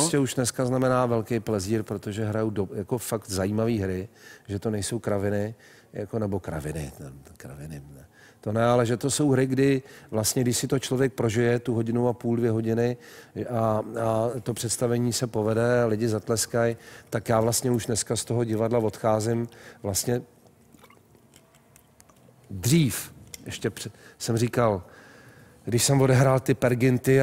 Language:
Czech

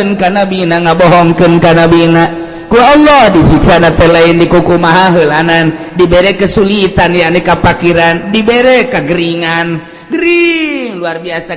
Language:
Sundanese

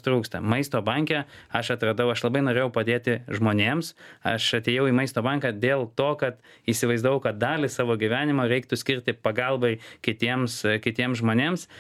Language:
Lithuanian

